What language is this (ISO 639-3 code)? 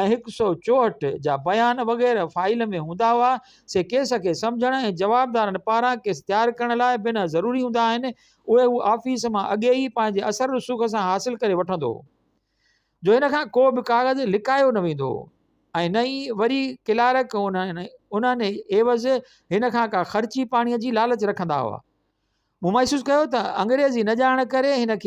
snd